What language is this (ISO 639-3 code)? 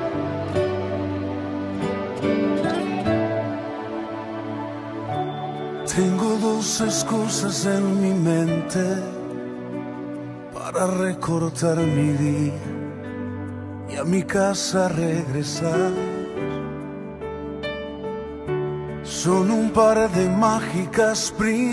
spa